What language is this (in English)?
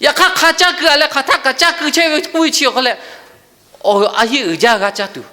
Lahu